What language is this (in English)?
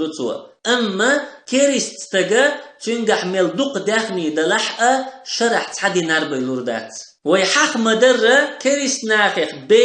Chechen